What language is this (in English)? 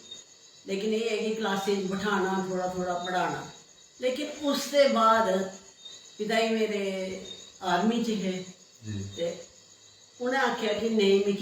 Dogri